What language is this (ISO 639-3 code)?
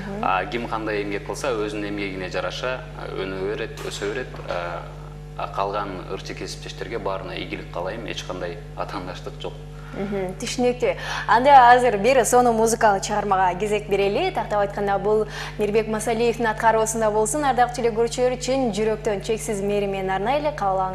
kir